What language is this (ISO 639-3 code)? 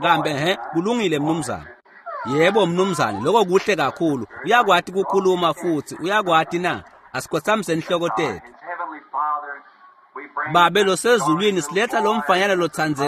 ssw